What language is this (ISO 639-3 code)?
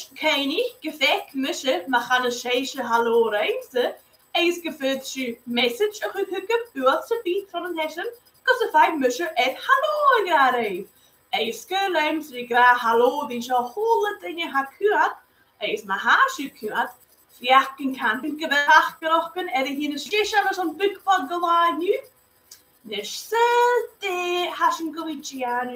gla